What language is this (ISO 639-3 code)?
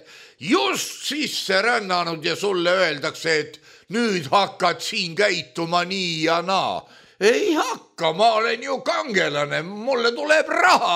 est